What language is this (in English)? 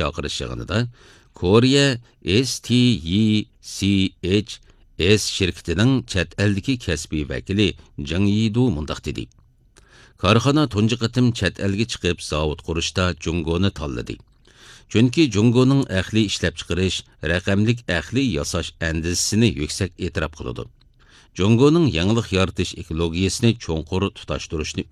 Uyghur